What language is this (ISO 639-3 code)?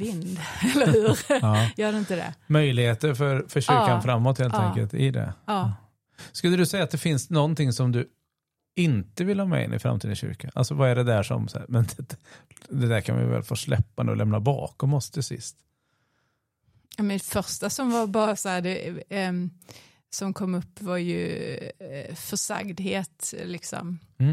swe